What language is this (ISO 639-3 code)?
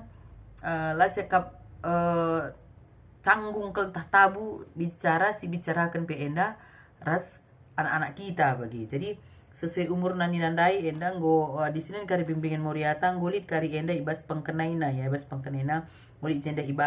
btx